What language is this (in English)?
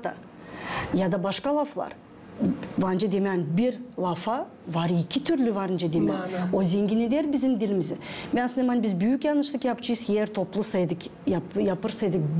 Gagauz